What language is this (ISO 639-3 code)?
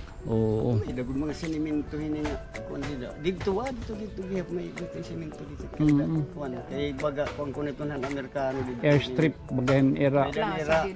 war